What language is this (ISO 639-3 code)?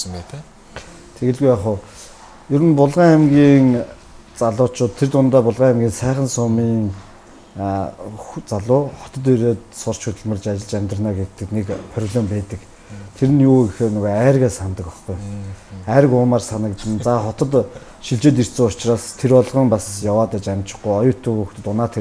mon